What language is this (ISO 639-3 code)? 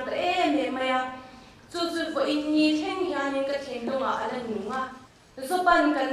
lus